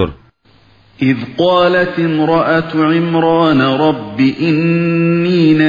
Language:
Uyghur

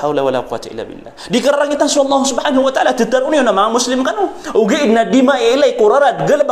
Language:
Maranao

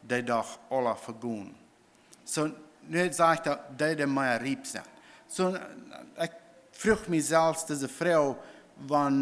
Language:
Plautdietsch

